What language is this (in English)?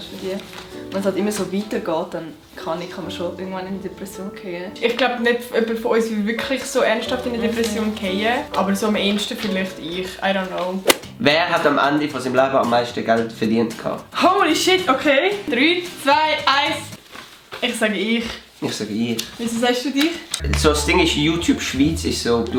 Swiss German